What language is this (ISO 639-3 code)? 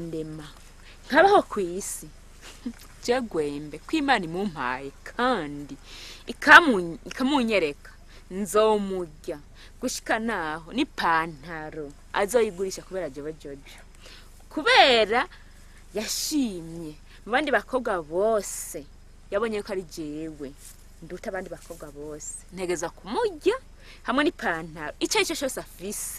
run